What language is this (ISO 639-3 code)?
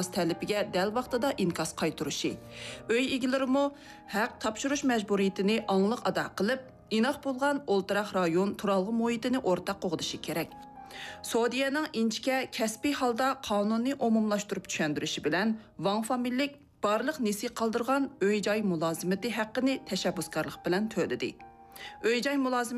uig